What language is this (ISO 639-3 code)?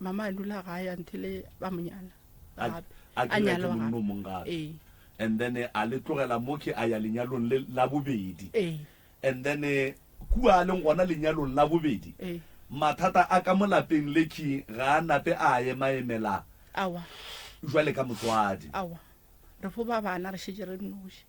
nso